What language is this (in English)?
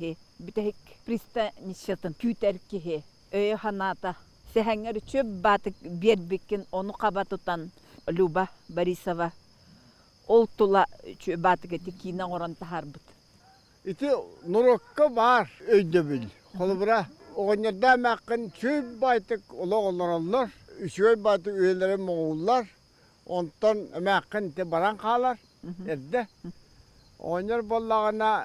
Yakut